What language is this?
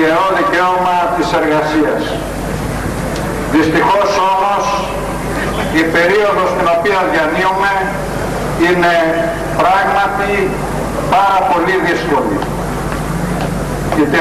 Greek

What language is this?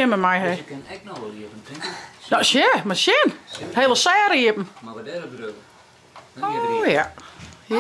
Western Frisian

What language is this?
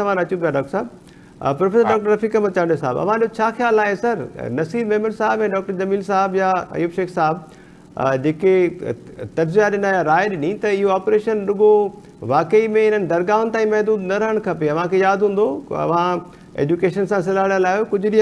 Sindhi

